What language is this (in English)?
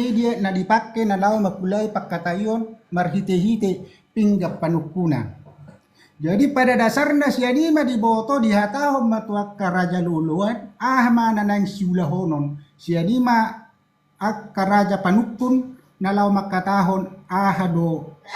Batak Toba